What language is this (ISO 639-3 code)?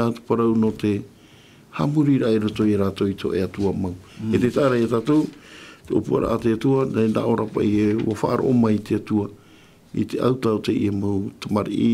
tah